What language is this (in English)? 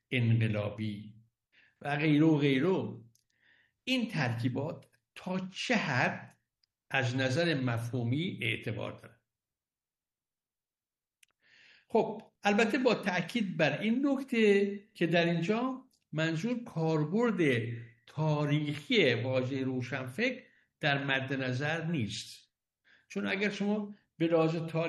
Persian